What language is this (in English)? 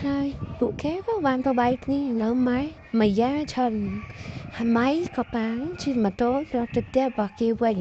Khmer